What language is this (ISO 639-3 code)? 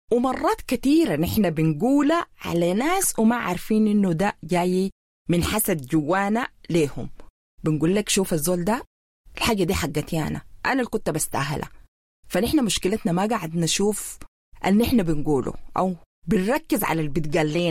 apd